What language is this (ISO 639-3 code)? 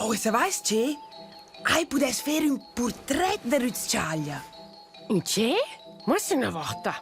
roh